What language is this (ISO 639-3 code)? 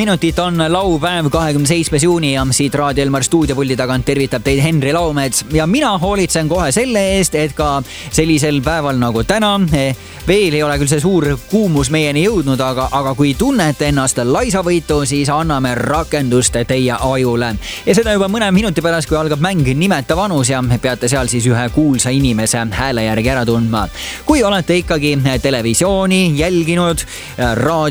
est